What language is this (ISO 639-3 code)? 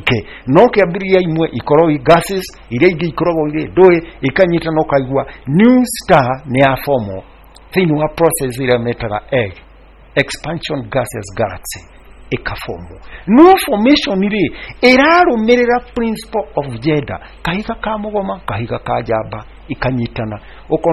kik